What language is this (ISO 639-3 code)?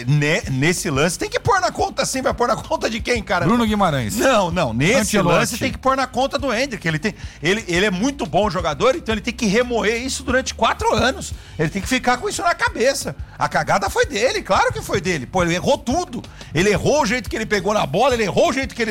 por